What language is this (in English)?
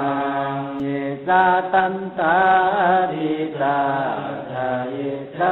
Pali